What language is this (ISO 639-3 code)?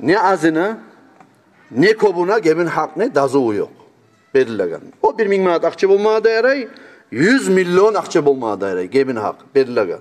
kum